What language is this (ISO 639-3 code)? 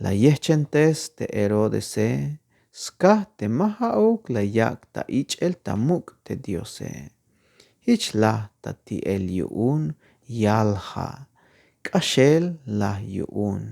tzh